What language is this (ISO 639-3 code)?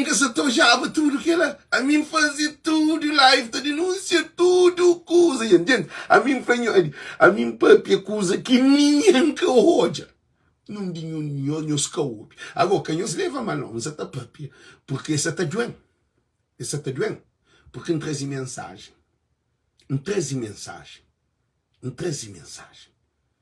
kea